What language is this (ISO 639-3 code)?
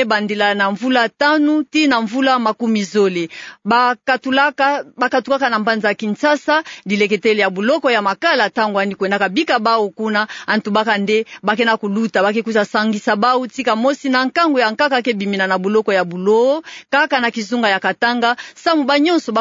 ktu